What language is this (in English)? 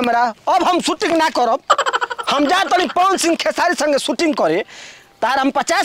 Bhojpuri